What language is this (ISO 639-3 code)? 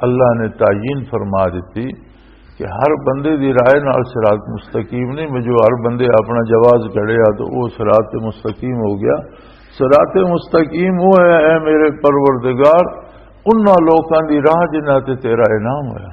lah